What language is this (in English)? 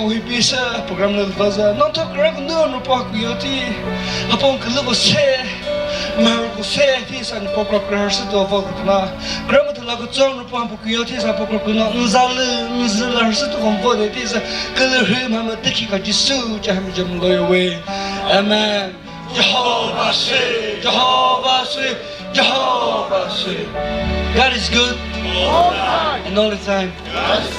Chokri Naga